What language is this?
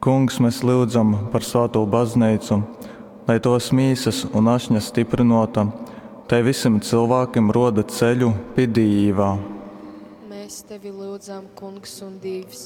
Latgalian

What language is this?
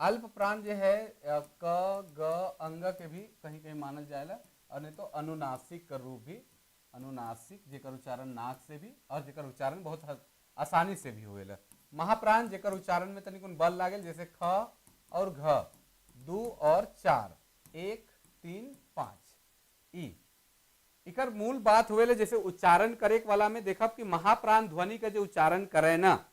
Sadri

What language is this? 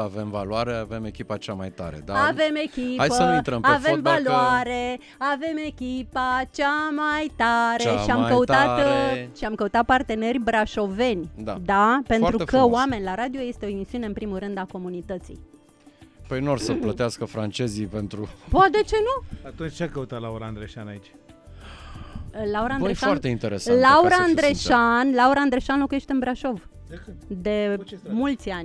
Romanian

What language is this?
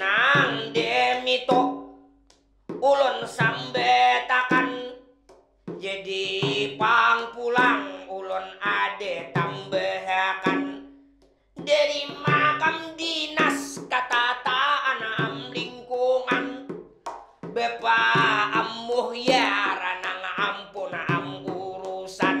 Banjar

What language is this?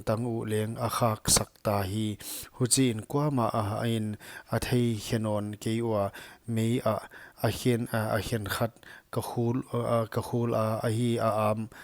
Paite Chin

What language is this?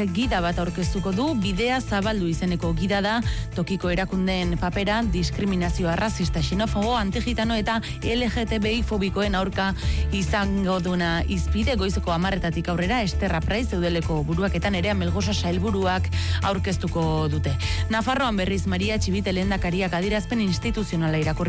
Basque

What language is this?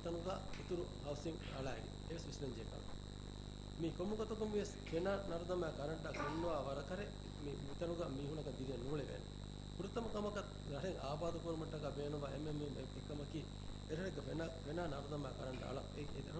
Divehi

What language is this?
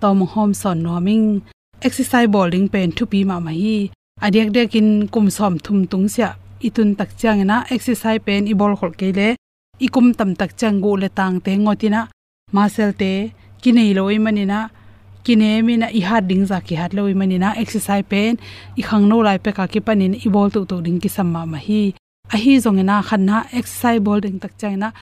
Tedim Chin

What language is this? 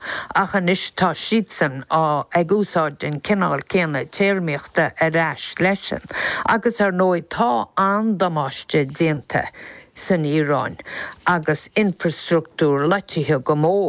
Irish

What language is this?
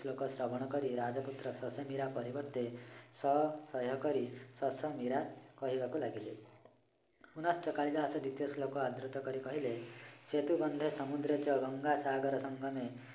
Odia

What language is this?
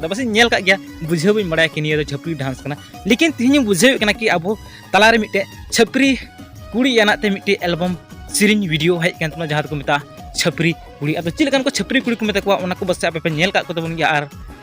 Santali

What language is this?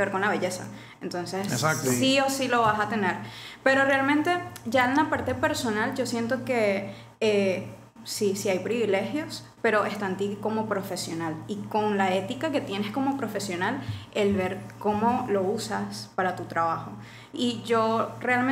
Spanish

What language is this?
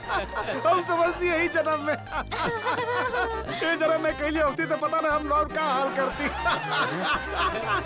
Bhojpuri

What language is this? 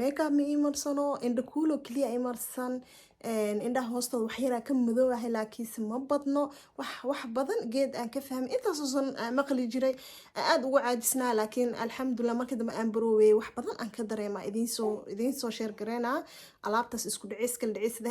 Somali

